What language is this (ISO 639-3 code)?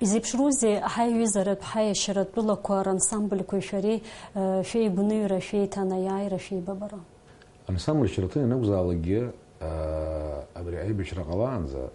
abk